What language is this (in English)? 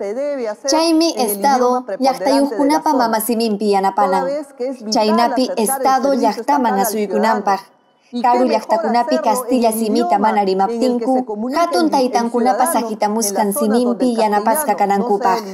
Ayacucho Quechua